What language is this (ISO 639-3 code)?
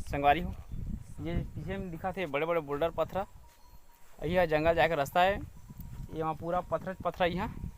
hne